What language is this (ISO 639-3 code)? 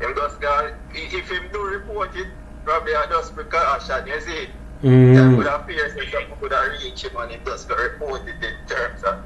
jam